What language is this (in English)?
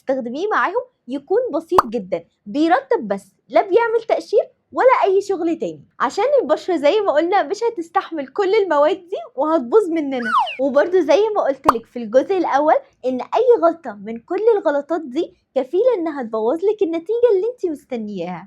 Egyptian Arabic